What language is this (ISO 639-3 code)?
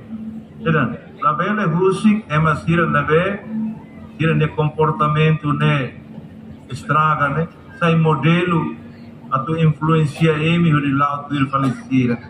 tet